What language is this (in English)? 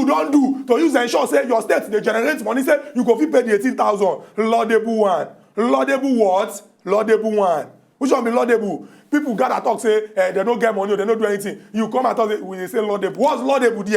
Nigerian Pidgin